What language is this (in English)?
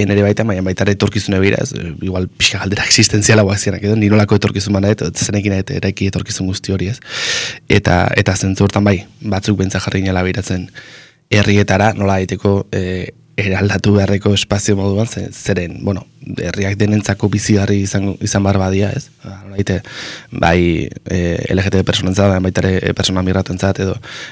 Basque